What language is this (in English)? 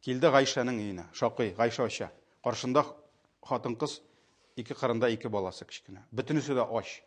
Tatar